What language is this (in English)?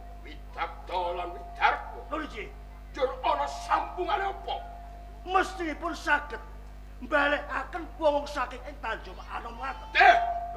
Javanese